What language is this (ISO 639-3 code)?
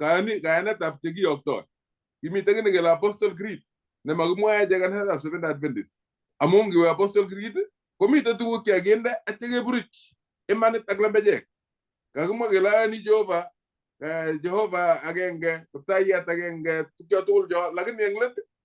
kln